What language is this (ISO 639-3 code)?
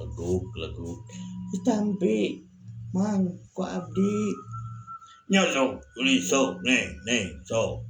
sun